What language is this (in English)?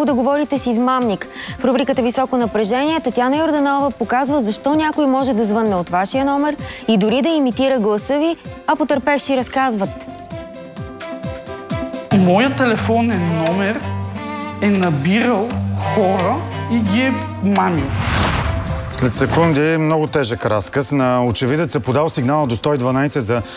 Bulgarian